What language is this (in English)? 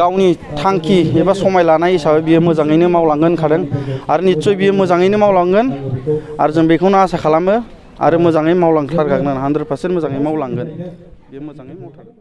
Bodo